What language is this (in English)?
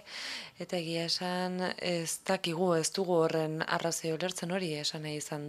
Basque